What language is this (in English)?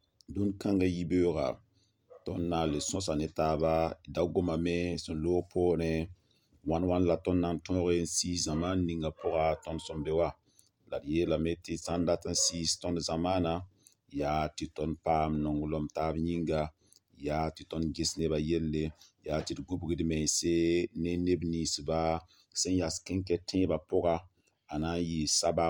Mossi